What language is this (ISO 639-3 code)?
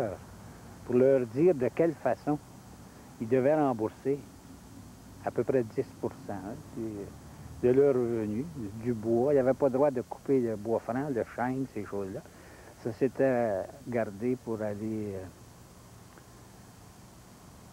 fra